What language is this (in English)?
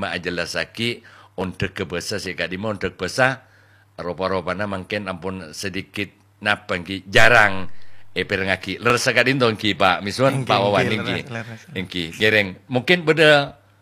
Madurese